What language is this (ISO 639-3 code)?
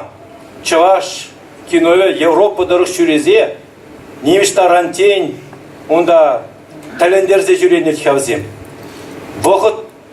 chv